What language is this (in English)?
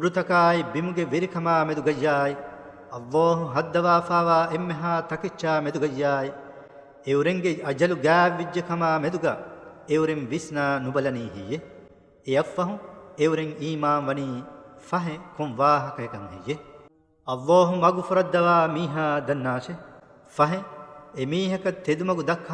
Divehi